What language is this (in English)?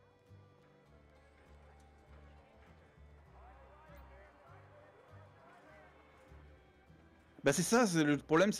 French